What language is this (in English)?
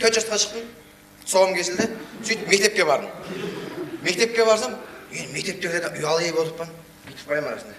Kara-Kalpak